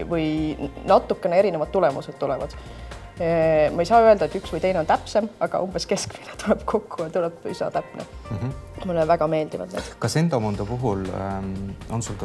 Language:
Estonian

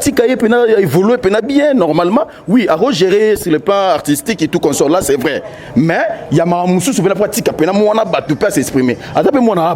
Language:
Lingala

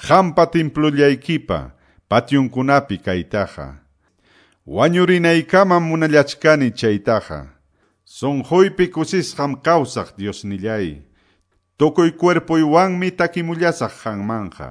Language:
Quechua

